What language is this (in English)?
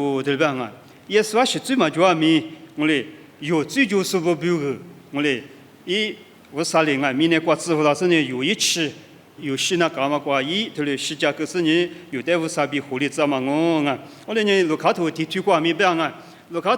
Lisu